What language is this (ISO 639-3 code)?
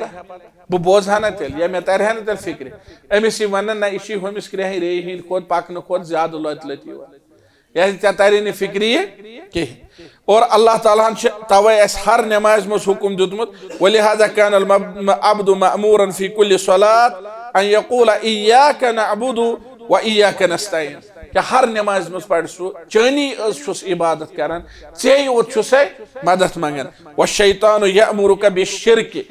kas